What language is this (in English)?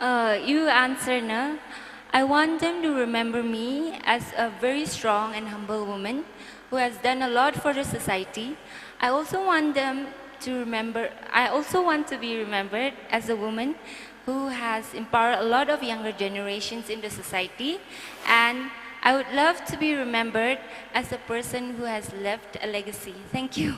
Tangkhul Naga (India)